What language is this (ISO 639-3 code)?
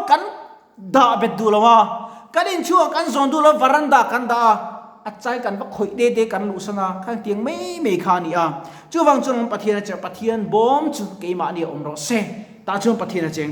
lus